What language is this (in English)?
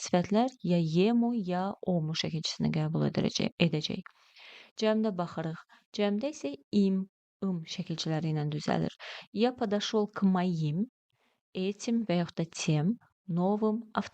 Azerbaijani